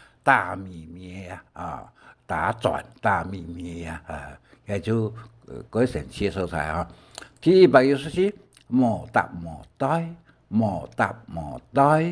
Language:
Hakka Chinese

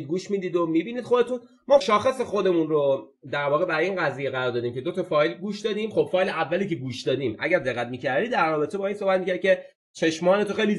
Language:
Persian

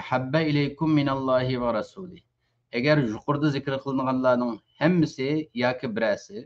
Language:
Uyghur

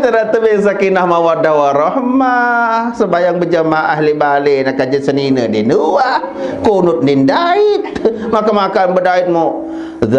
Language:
Sasak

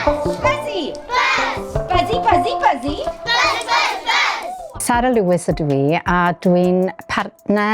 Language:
Welsh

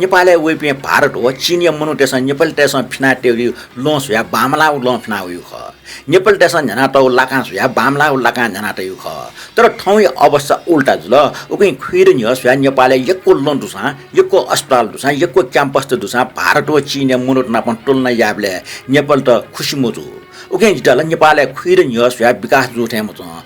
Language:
Newari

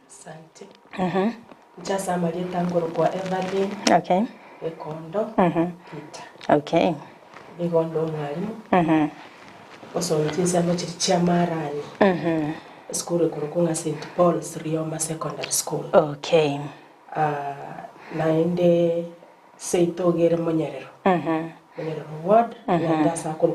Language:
Gusii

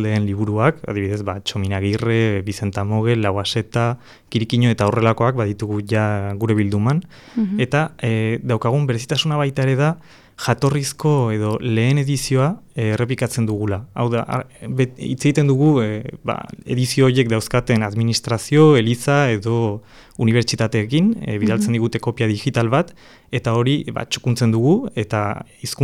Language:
Basque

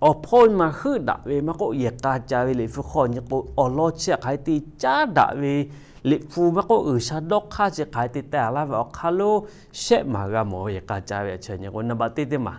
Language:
Lahu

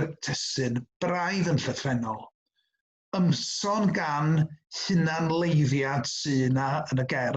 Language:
Welsh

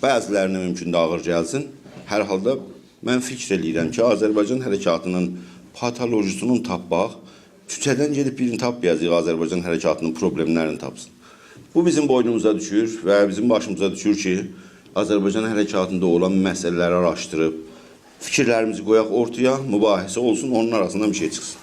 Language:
South Azerbaijani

